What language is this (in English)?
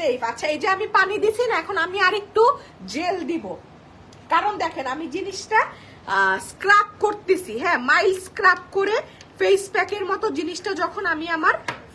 Bangla